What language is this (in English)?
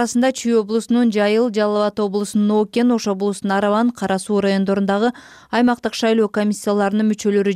Kyrgyz